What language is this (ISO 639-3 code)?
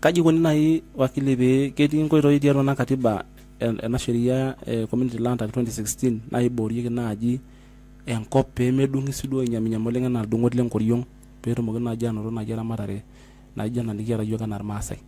mas